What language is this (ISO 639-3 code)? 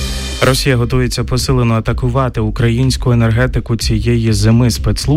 ukr